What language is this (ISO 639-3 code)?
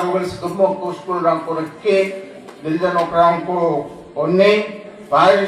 grt